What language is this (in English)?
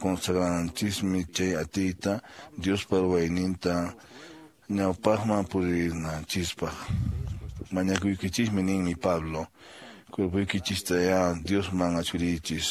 Quechua